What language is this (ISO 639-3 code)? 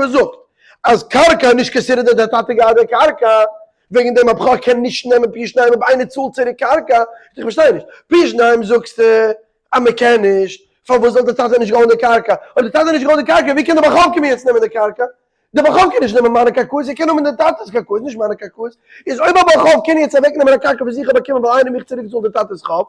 yid